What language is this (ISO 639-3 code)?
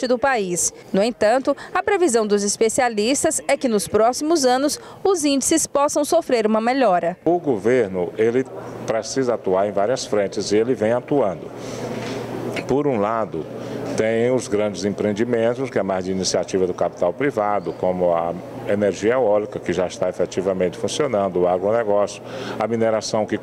por